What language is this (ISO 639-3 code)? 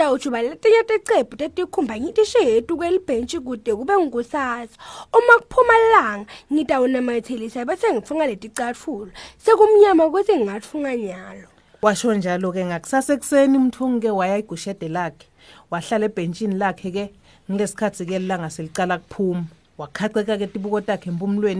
ssw